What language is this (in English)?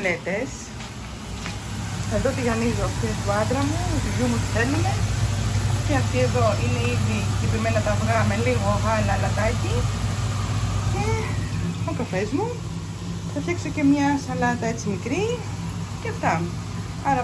Greek